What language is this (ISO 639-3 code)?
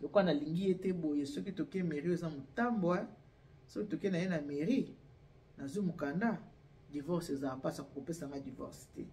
lin